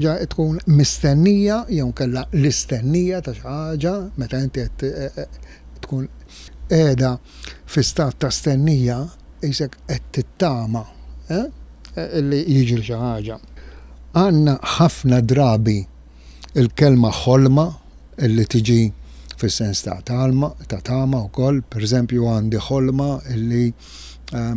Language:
Maltese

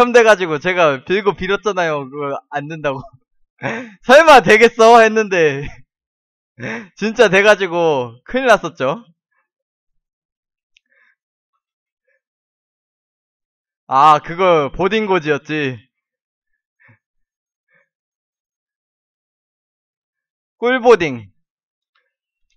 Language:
Korean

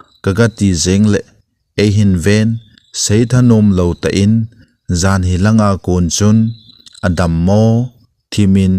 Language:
Thado Chin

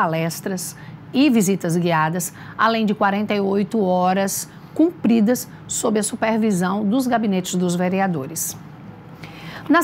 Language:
Portuguese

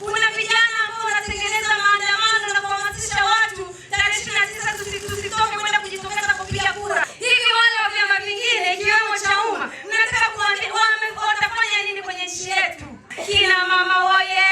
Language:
Swahili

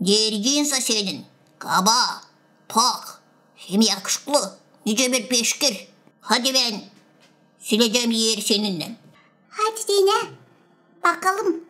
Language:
Gagauz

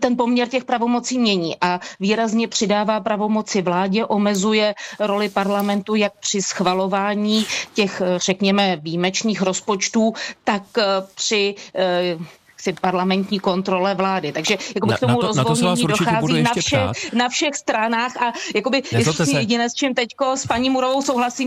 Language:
Czech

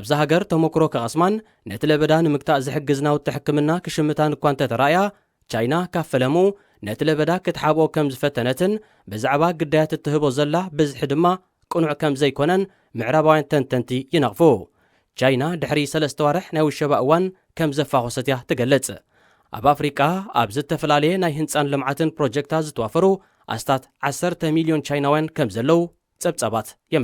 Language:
Tigrinya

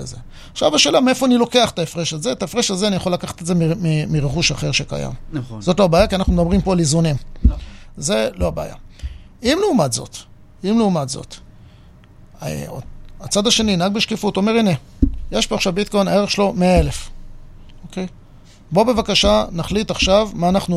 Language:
Hebrew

